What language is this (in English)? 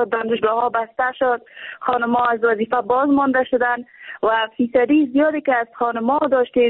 Persian